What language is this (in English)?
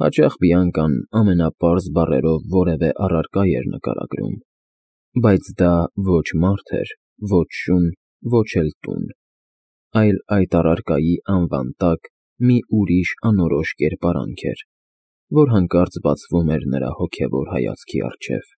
Armenian